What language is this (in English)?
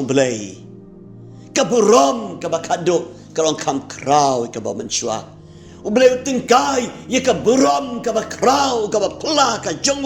Khasi